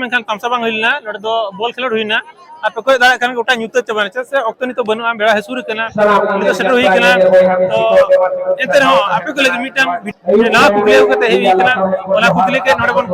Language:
Santali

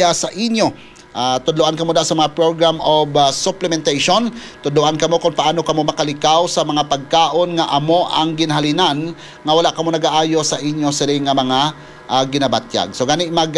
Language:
Hiligaynon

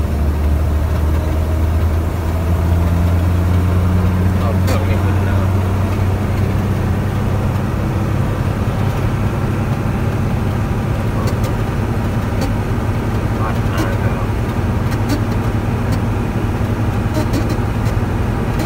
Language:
Thai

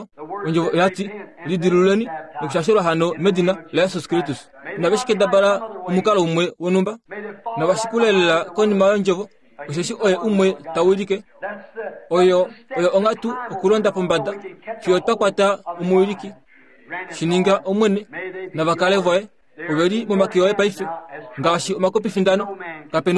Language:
Kuanyama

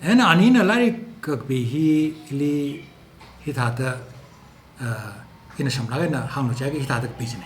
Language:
Tangkhul Naga (India)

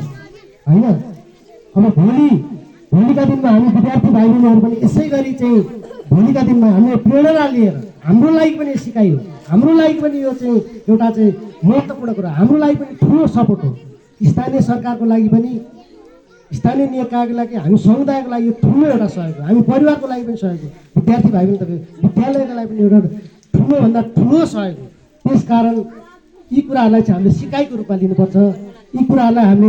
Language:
Nepali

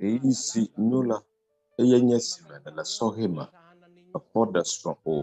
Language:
Ewe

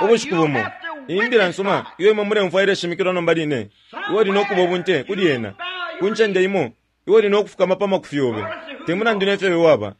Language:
Bemba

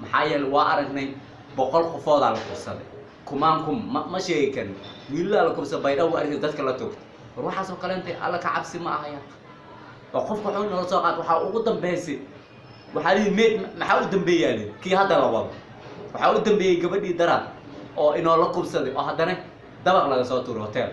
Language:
Somali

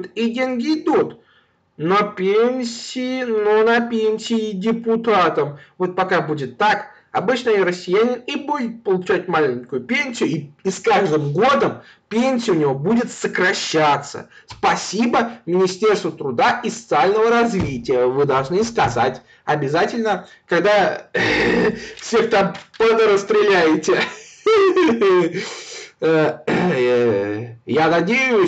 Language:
Russian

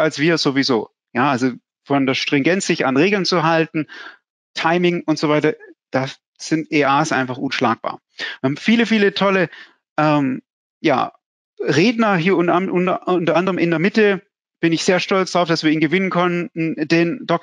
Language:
German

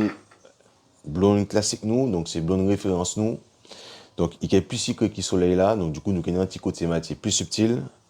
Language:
Guadeloupean Creole French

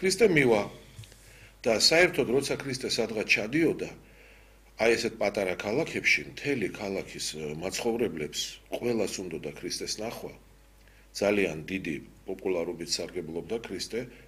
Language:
Georgian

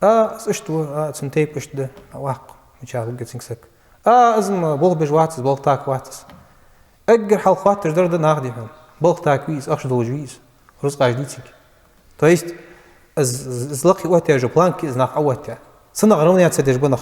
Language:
Ingush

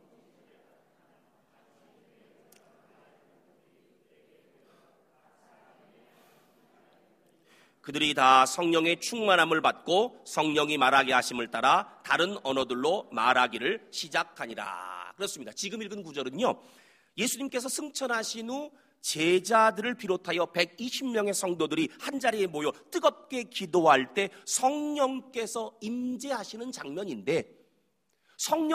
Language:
Korean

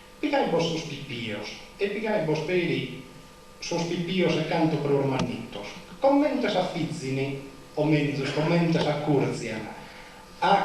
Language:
Sardinian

